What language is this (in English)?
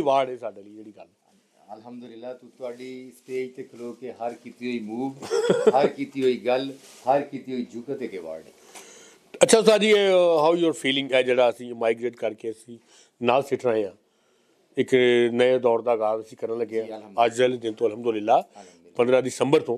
Punjabi